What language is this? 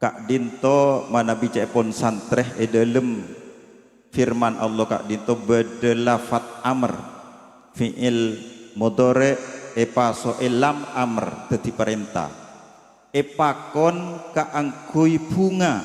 Madurese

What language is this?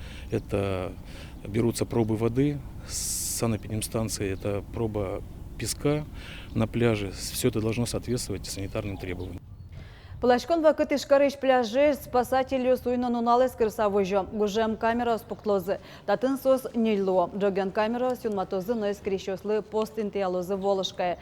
Udmurt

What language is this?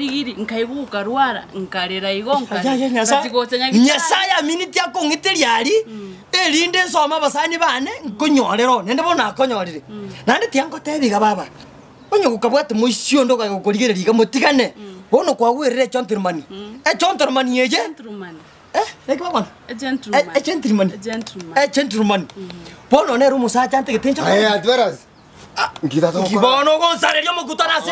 Gusii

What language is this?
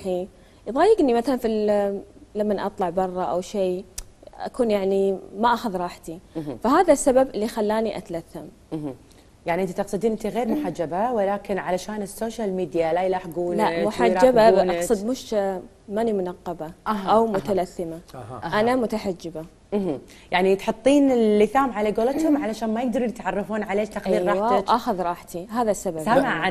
Gulf Arabic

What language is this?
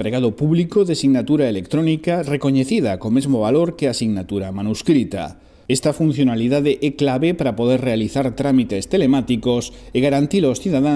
Galician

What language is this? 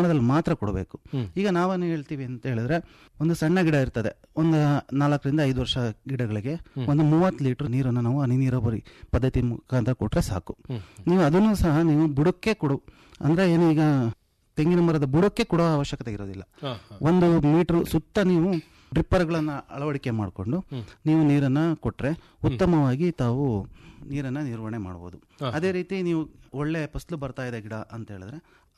Kannada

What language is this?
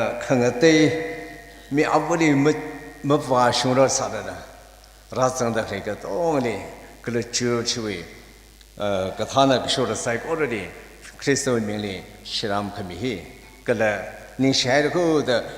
Tangkhul Naga (India)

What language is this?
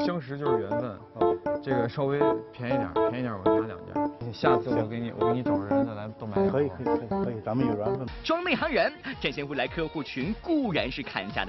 Chinese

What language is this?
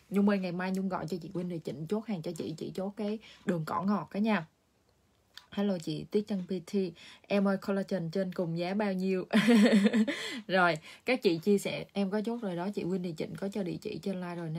Vietnamese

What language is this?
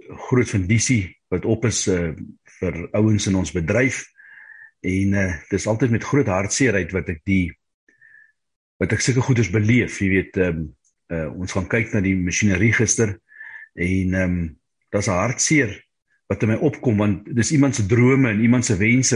Afrikaans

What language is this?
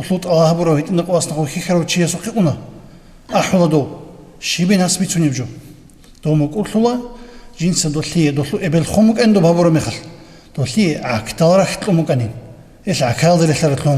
Avaric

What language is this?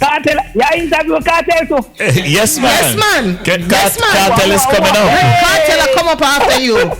Jamaican Creole English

